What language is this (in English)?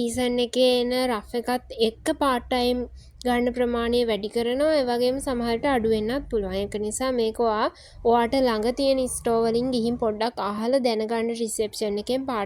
Sinhala